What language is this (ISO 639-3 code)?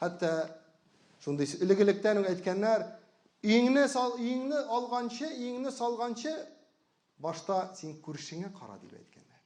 tat